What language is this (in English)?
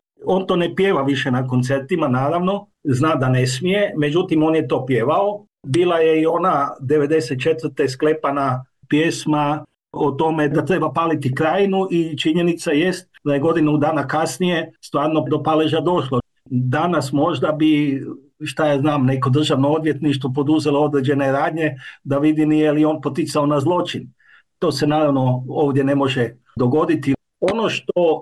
Croatian